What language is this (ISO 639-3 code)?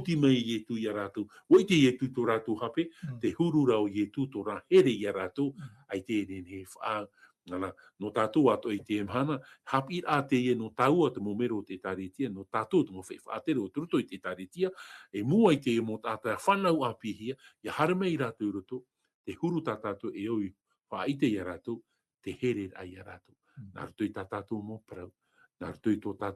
tah